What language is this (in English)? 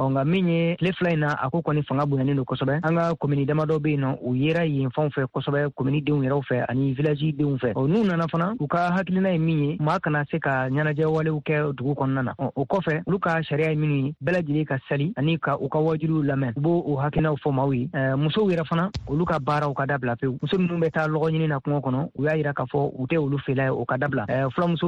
Bambara